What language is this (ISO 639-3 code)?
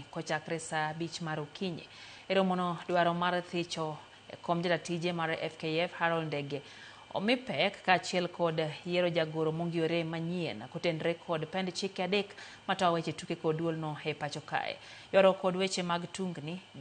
luo